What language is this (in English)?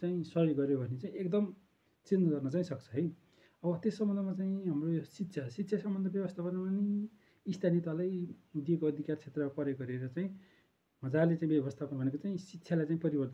Nepali